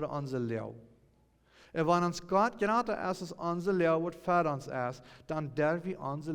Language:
Plautdietsch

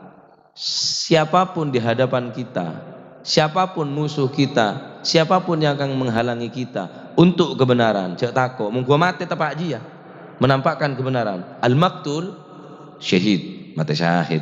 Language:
Madurese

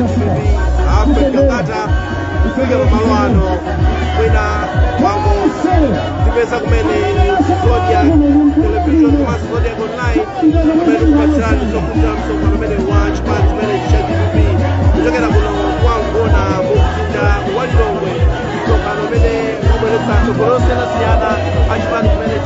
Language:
Nyanja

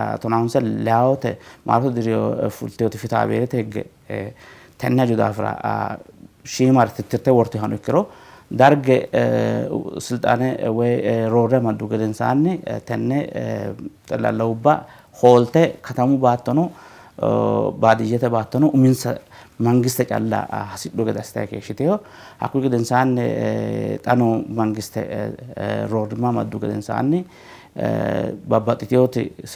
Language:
Sidamo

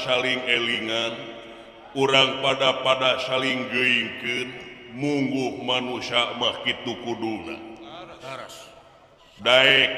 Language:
Sundanese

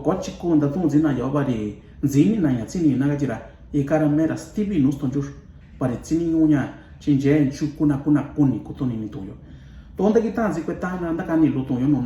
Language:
Mixtepec Mixtec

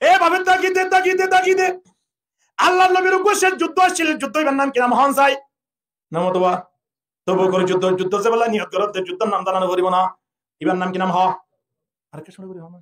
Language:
Rohingya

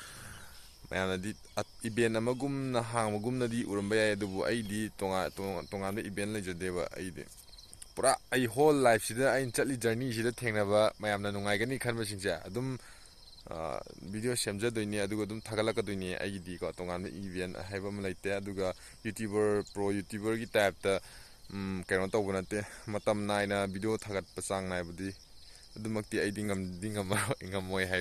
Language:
Manipuri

